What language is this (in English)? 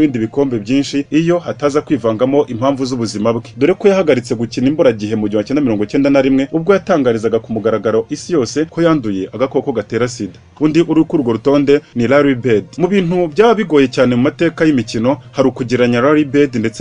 Kinyarwanda